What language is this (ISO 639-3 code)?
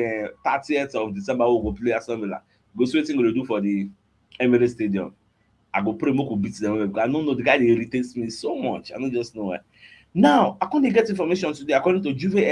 pcm